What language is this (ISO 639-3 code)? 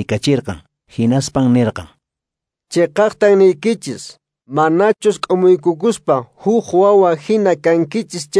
que